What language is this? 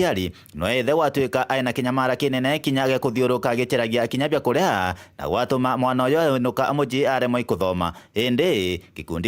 Meru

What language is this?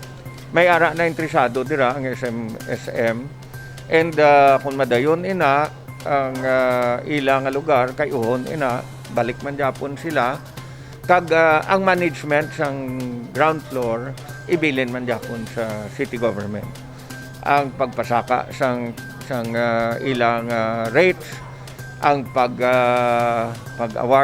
Hiligaynon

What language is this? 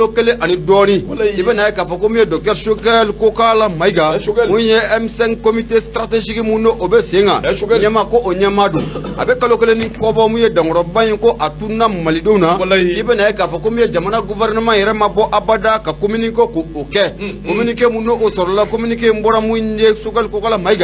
Bambara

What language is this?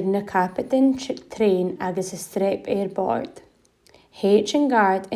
Scottish Gaelic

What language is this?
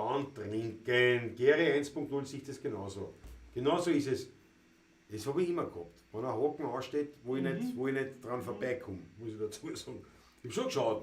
Bavarian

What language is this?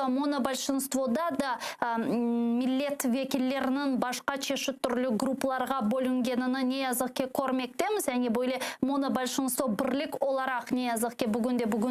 Crimean Tatar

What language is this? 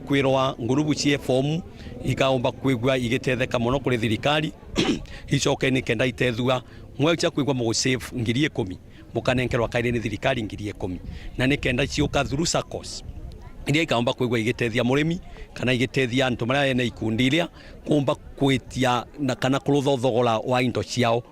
Meru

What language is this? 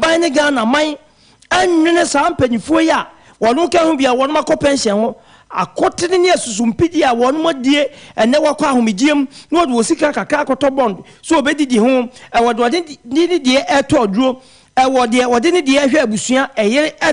Akan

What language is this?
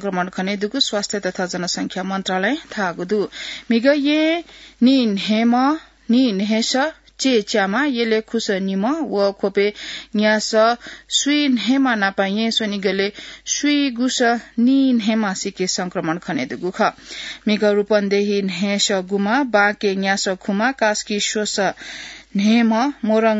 Newari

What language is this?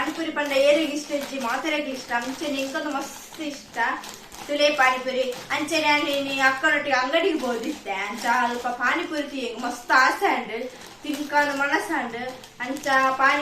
Tulu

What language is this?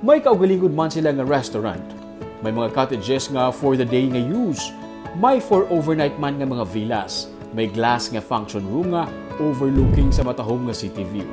Hiligaynon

